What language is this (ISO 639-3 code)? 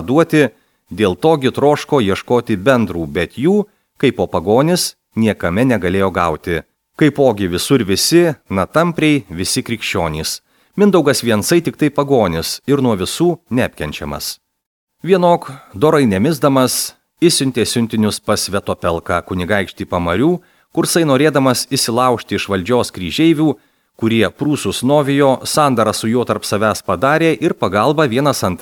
lit